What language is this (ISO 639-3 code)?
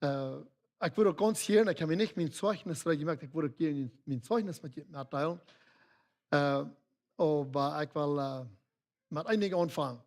pdt